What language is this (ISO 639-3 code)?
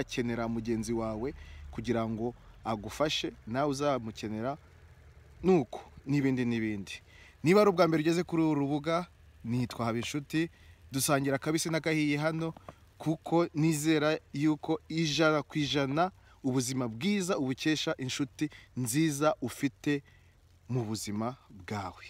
kin